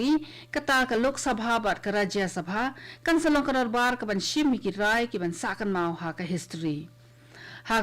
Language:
Khasi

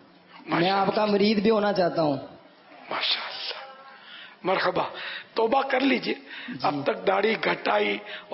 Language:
Urdu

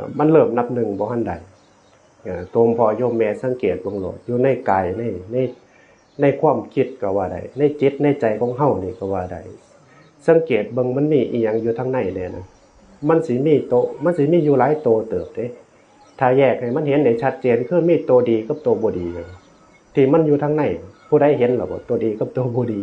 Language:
Northeastern Thai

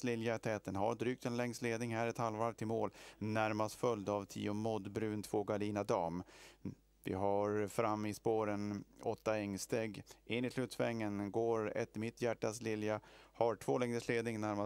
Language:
Swedish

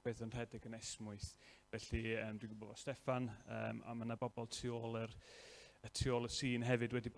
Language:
Welsh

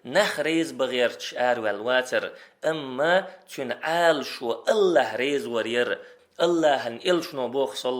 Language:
Chechen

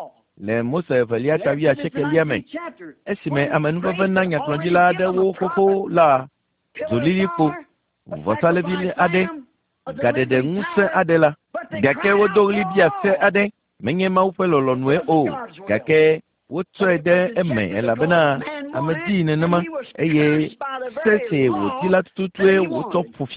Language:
Ewe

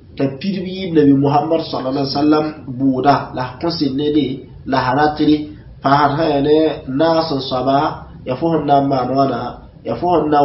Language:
Mossi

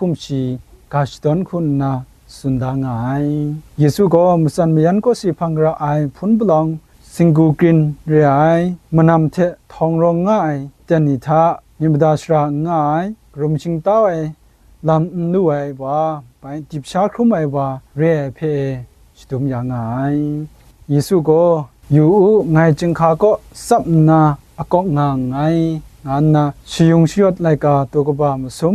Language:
Kachin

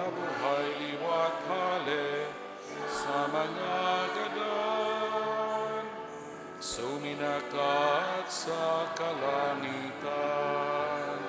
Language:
Bikol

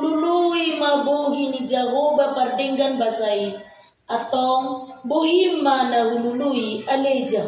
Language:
Batak Toba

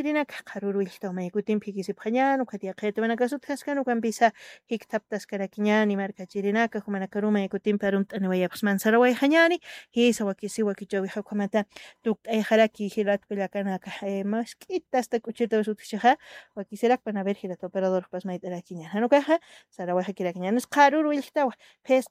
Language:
Aymara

